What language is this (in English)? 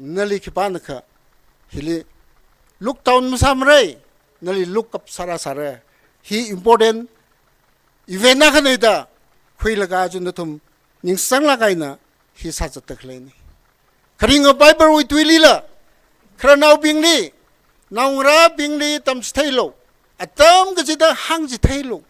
Tangkhul Naga (India)